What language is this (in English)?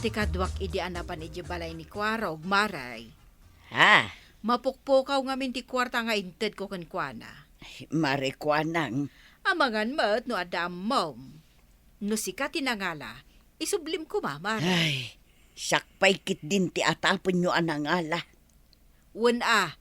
Iloko